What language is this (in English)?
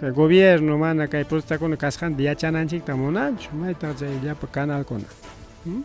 Ayacucho Quechua